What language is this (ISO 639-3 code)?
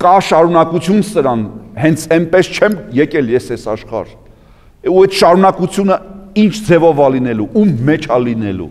hye